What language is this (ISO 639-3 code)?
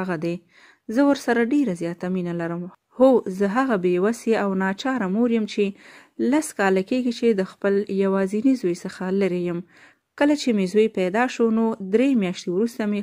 pus